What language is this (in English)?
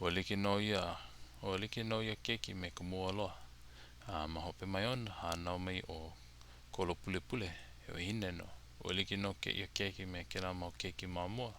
Hawaiian